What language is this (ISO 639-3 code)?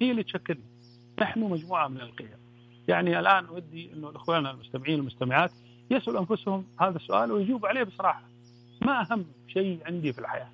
ars